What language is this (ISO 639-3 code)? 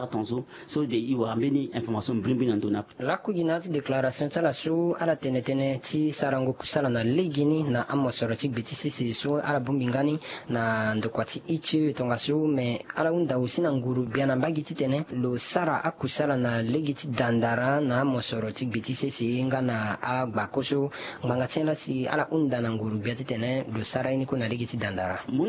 sag